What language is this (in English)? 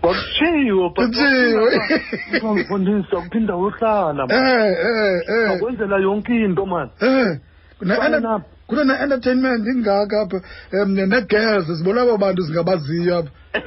Xhosa